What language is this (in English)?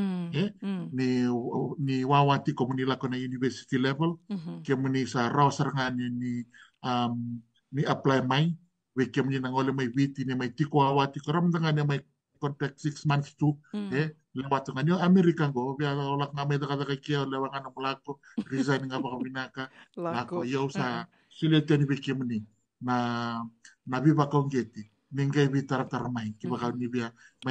Fijian